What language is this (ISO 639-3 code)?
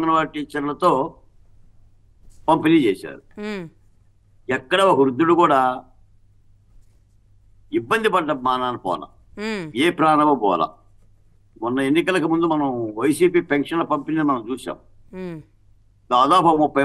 tel